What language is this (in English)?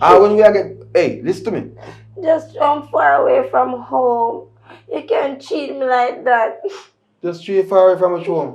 Jamaican Creole English